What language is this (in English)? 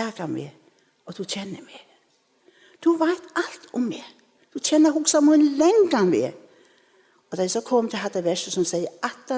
Faroese